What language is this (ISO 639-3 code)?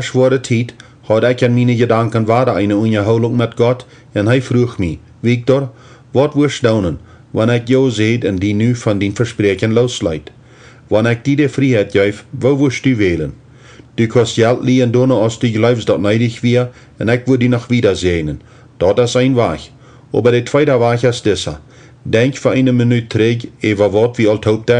pdt